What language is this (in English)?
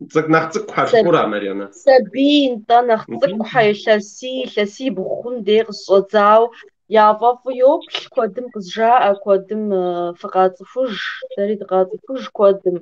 Kabardian